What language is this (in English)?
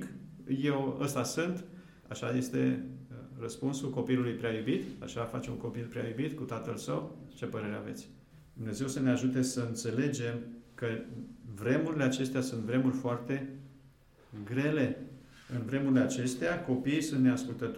Romanian